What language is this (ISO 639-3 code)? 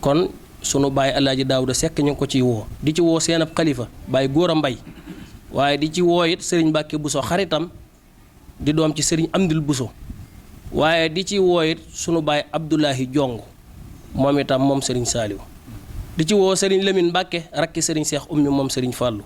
wol